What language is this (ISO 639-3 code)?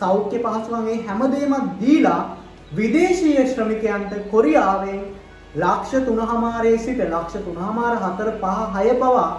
sin